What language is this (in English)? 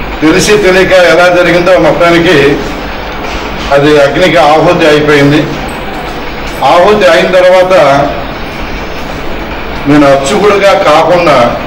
Telugu